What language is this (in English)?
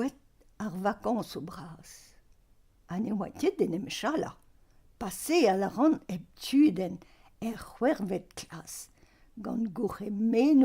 Breton